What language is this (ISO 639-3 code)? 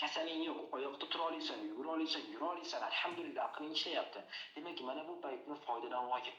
uzb